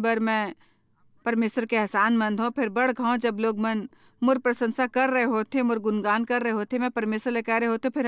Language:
Chhattisgarhi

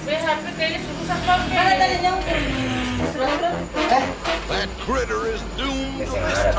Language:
Ambonese Malay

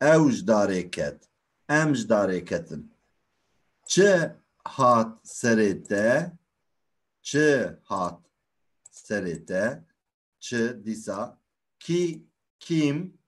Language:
Kurdish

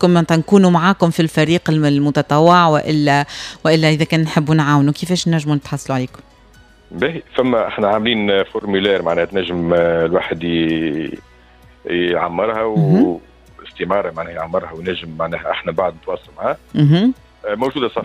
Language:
Tunisian Arabic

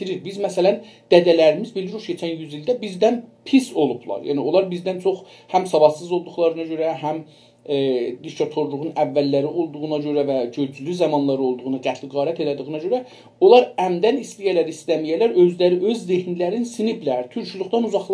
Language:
South Azerbaijani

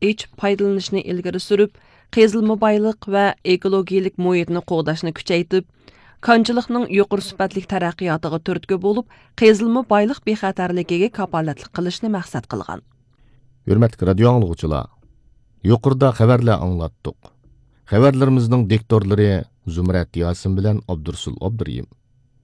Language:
Uyghur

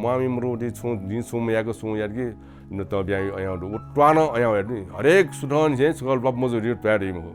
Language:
Newari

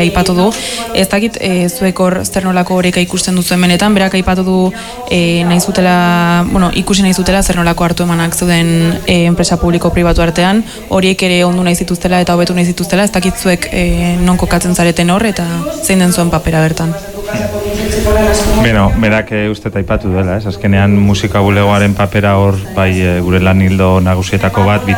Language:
Basque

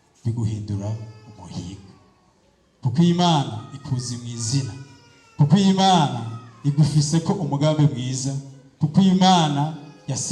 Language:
Rundi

